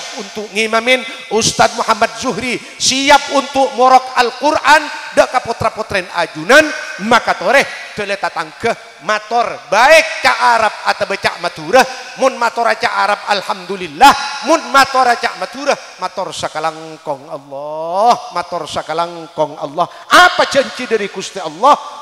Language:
Madurese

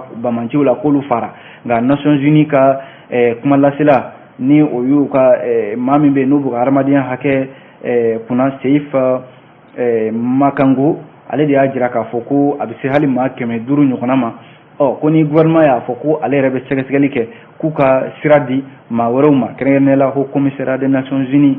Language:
Bambara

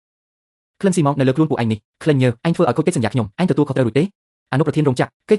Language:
Khmer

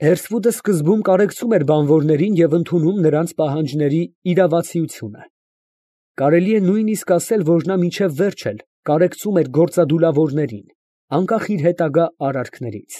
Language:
Armenian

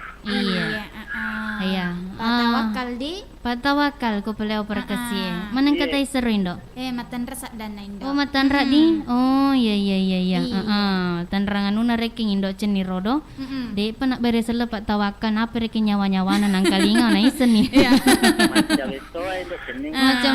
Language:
Buginese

